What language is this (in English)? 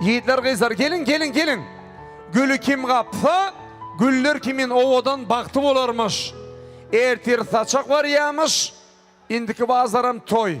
Turkmen